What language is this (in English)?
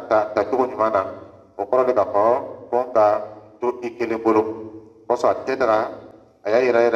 Dyula